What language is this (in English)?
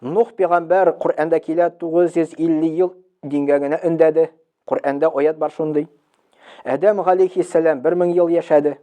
Tatar